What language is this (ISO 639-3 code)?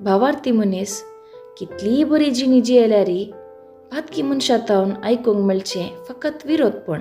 kok